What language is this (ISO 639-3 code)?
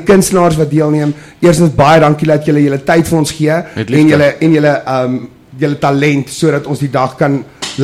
afr